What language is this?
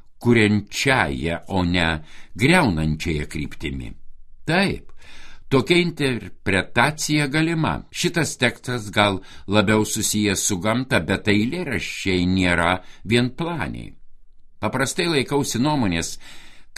Lithuanian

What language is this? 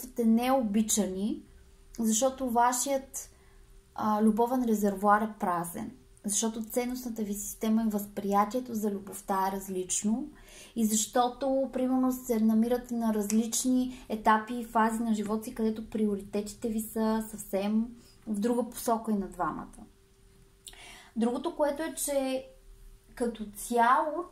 Bulgarian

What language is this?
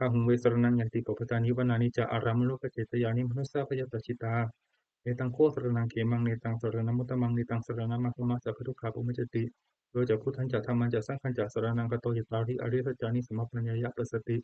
Pali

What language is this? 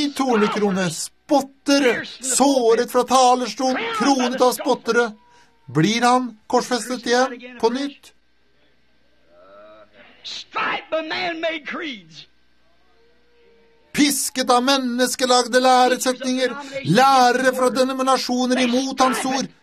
Norwegian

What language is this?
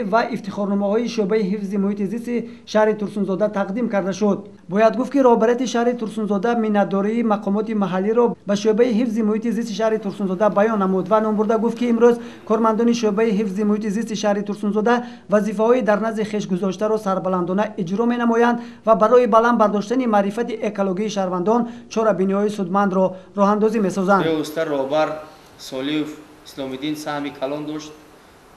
Tajik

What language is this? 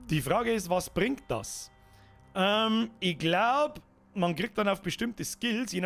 Bavarian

